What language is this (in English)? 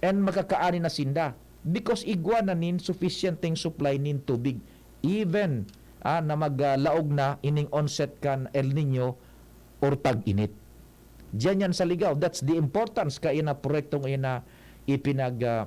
Bikol